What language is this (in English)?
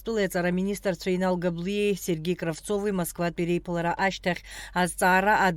Abkhazian